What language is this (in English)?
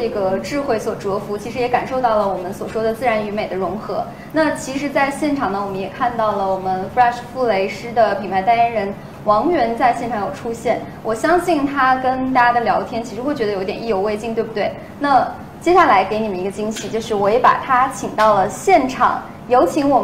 Chinese